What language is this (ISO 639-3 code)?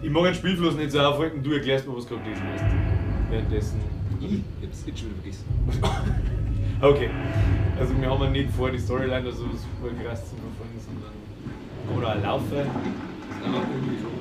bar